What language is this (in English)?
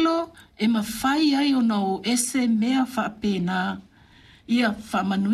Samoan